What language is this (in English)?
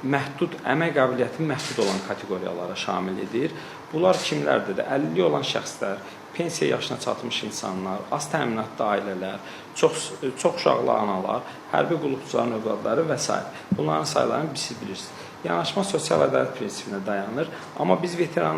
Azerbaijani